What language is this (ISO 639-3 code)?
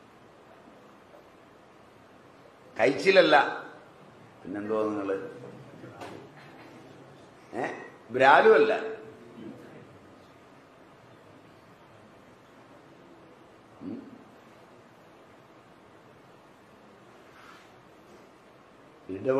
mal